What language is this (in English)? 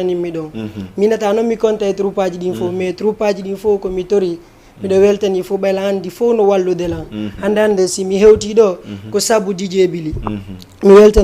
Fula